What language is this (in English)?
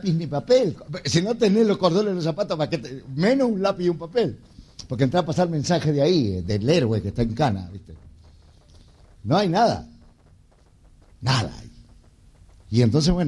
Spanish